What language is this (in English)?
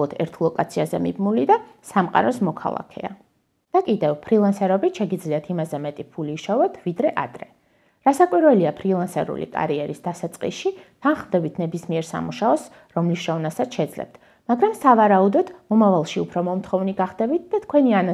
Georgian